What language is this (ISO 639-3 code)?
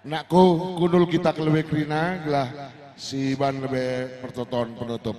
btx